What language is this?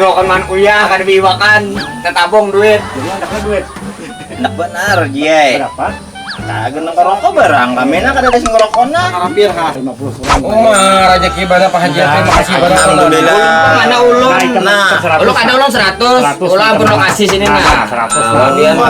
Banjar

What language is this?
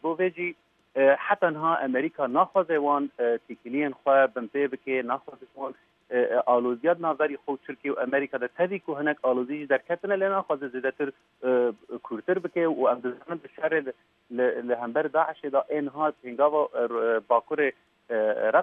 Kurdish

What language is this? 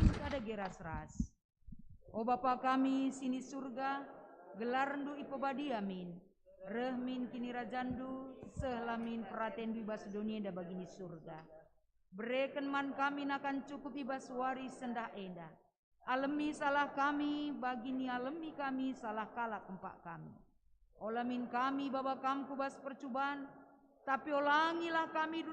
Batak Karo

